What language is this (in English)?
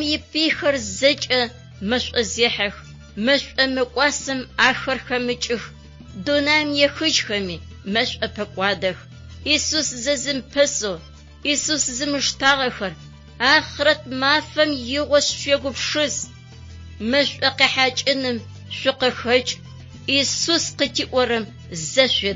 Adyghe